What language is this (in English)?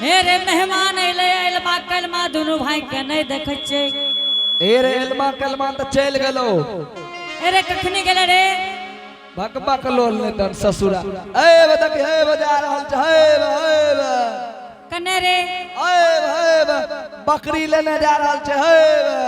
Angika